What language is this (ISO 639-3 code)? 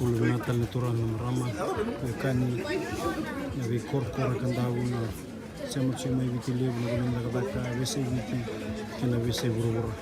fij